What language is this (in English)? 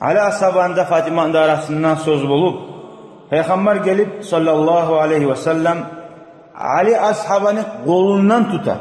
Kumyk